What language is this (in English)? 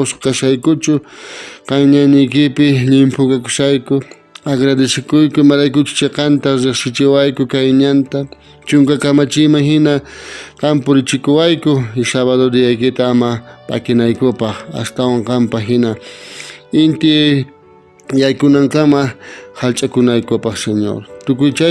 South Bolivian Quechua